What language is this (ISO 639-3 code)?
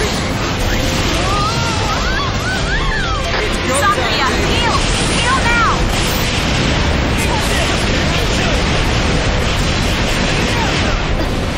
eng